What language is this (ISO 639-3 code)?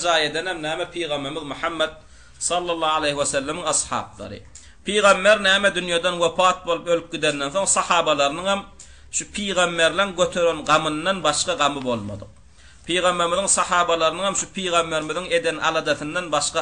tuk